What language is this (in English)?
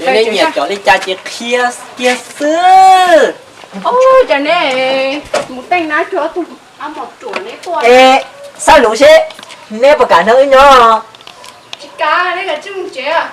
Hmong